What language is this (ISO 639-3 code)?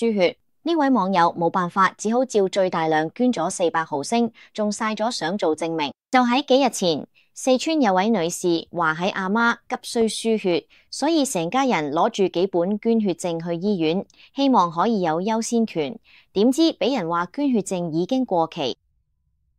yue